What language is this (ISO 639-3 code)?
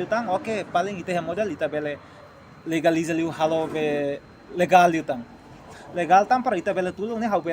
tet